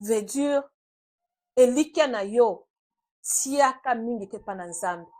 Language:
Lingala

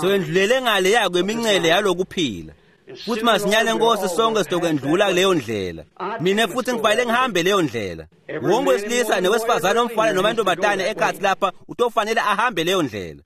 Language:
Swati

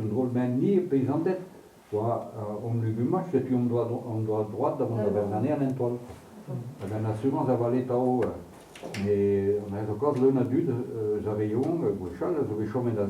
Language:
Breton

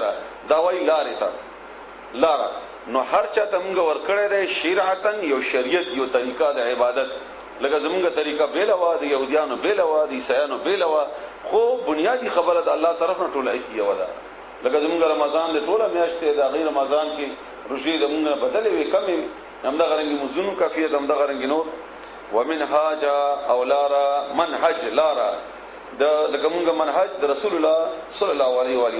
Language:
Pashto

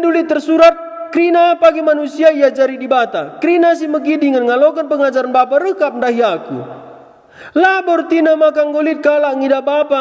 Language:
Batak Karo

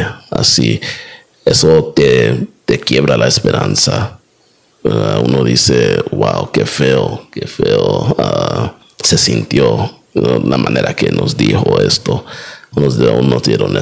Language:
Spanish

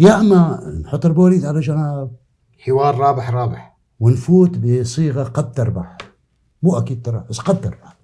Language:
North Levantine Arabic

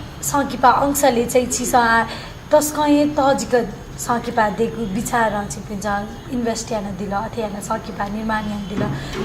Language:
Newari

